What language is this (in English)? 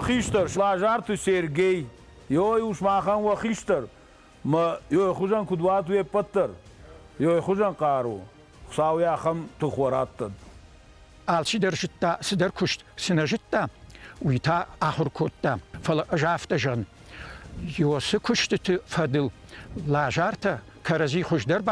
Ossetic